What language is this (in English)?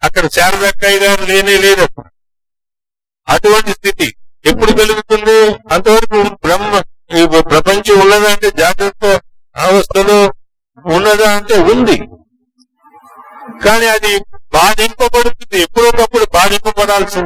Telugu